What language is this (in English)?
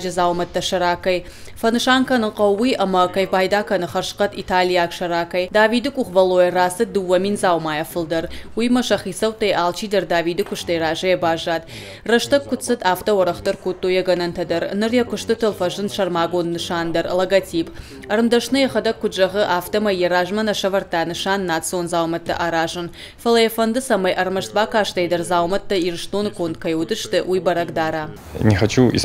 Ossetic